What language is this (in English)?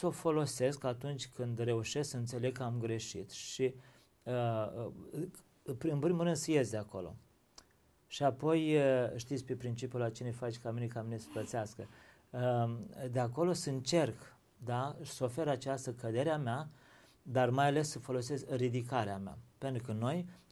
Romanian